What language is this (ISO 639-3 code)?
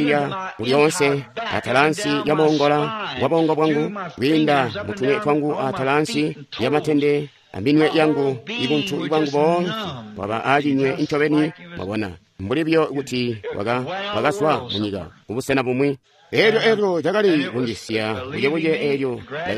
toi